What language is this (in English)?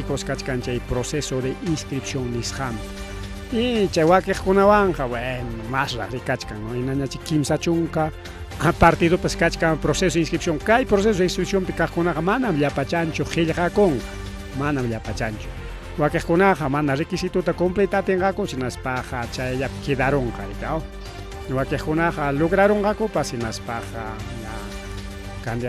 Ayacucho Quechua